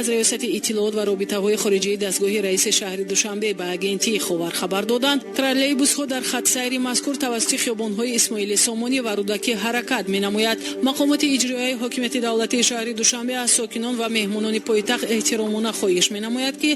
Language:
Tajik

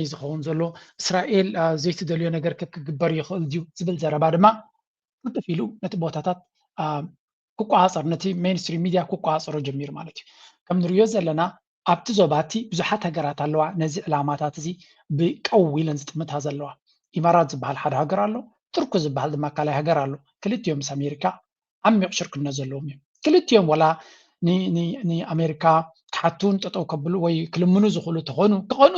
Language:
Tigrinya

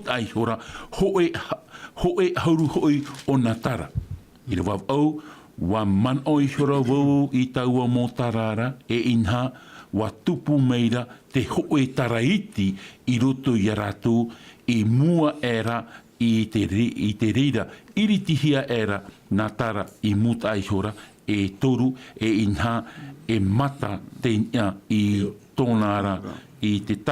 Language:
Tahitian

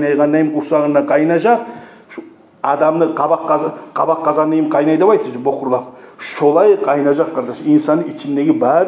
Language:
Kumyk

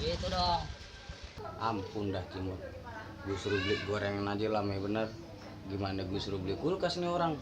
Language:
Betawi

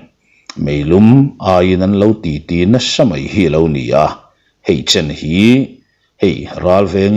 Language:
Mizo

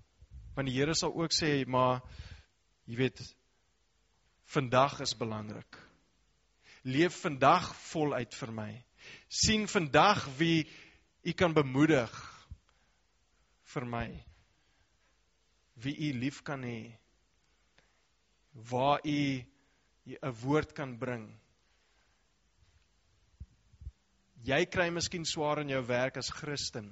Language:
Afrikaans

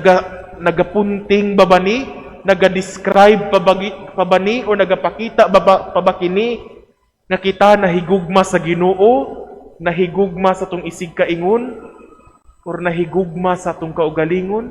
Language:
Cebuano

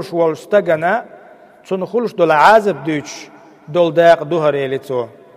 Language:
Chechen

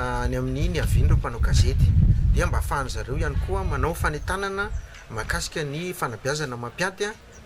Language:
Malagasy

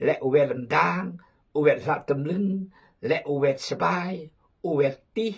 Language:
Khmu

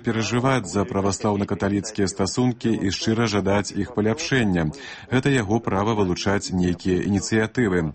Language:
Belarusian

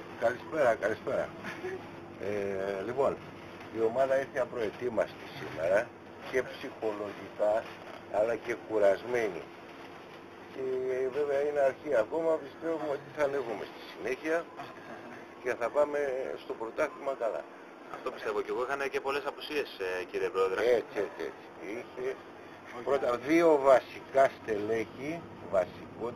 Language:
Greek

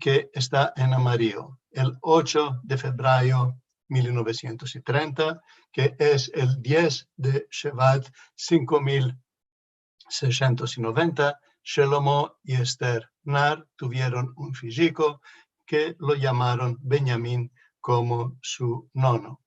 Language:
Ladino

